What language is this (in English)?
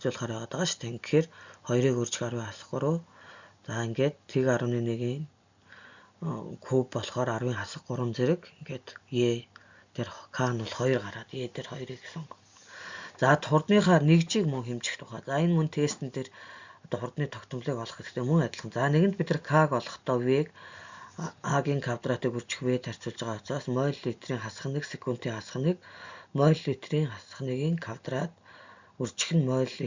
Mongolian